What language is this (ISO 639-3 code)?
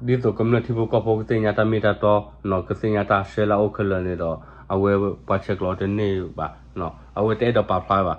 ksw